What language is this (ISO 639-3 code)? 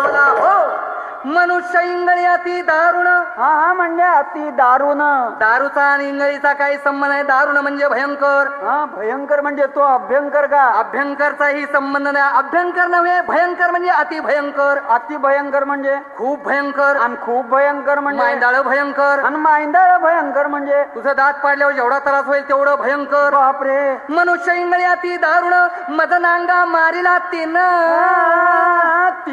mar